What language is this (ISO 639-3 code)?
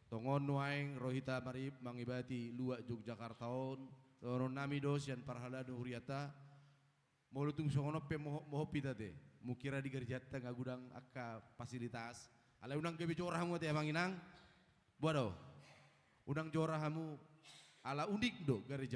bbc